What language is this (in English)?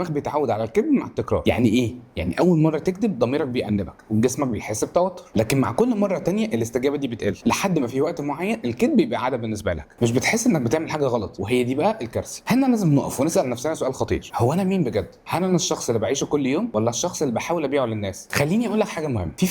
Egyptian Arabic